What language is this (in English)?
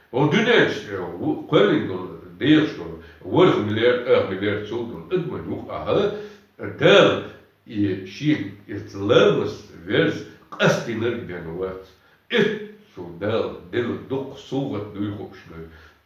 Chechen